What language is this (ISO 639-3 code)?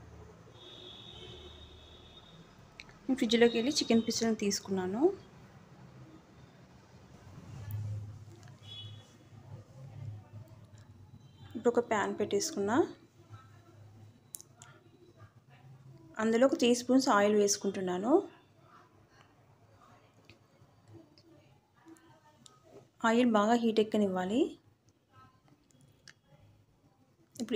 tel